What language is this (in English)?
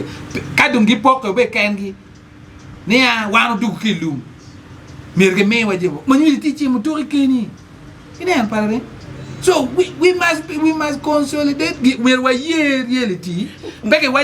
Acoli